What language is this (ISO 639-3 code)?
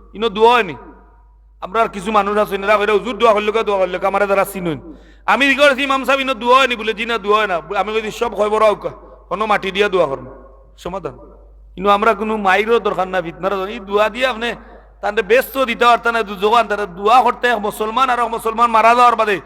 syl